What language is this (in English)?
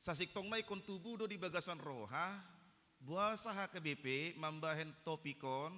Batak Toba